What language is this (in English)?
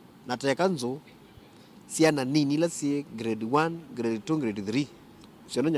Kamba